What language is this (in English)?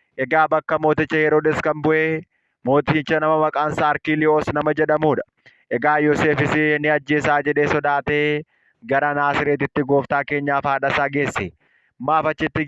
Oromo